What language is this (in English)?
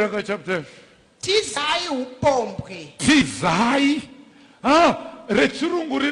Shona